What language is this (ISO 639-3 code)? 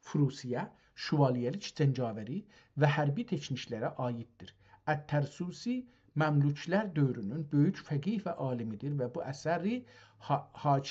azb